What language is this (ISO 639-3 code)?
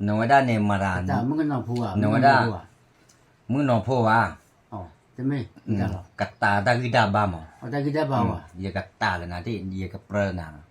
ksw